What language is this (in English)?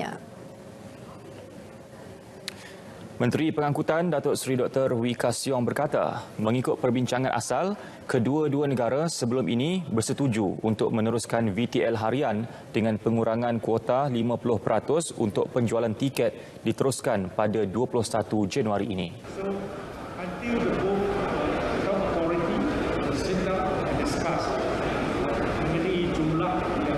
Malay